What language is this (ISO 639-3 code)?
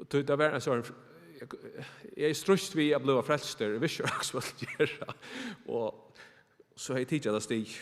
fao